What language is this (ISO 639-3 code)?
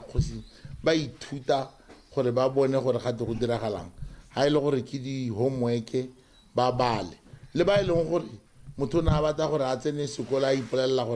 tsn